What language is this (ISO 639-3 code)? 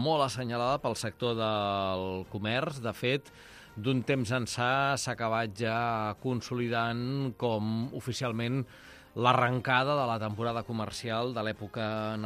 cat